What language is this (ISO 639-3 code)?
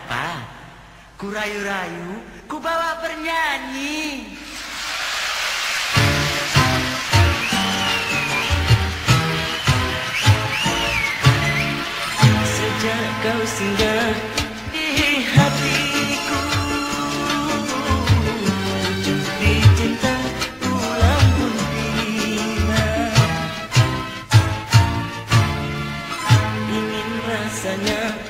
msa